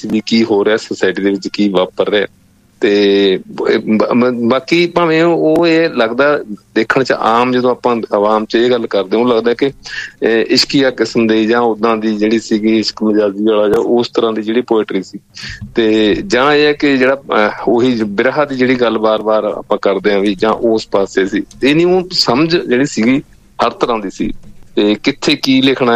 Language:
Punjabi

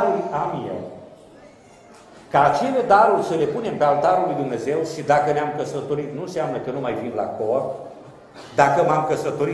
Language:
Romanian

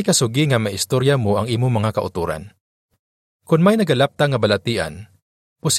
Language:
Hiligaynon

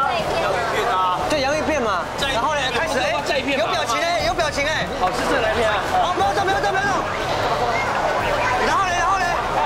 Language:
Chinese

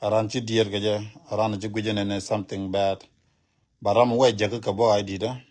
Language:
Nuer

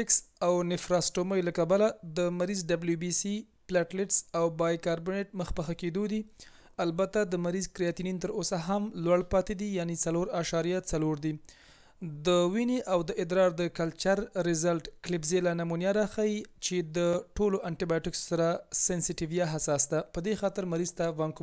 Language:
Pashto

